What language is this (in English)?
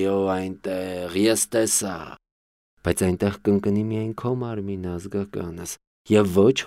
Armenian